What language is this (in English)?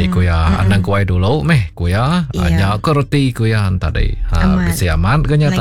Iban